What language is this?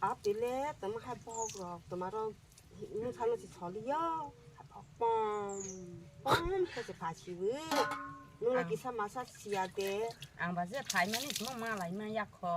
Kok Borok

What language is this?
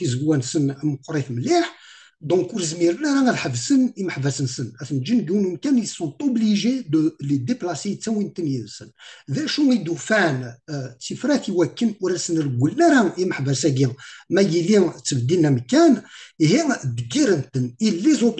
Kabyle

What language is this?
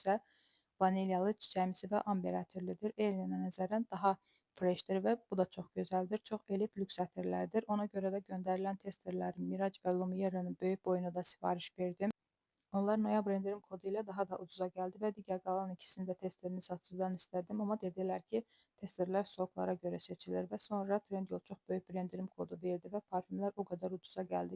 Azerbaijani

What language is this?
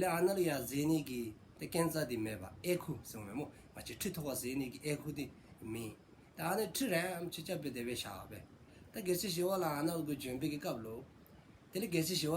Dzongkha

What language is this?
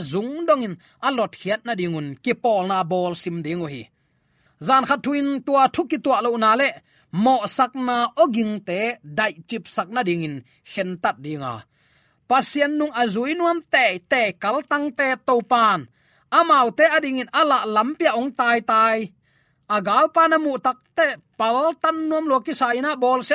Tedim Chin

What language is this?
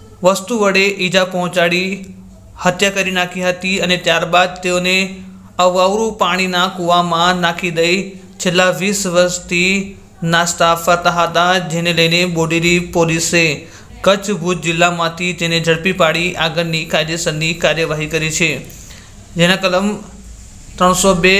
Gujarati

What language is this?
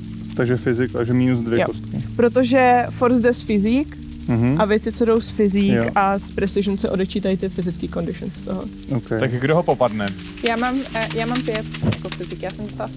Czech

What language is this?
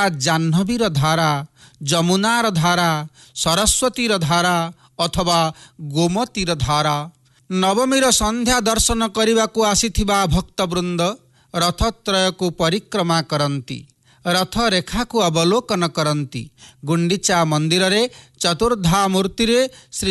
Odia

